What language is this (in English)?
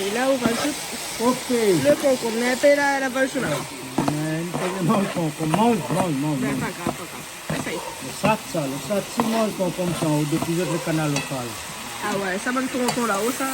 Réunion Creole French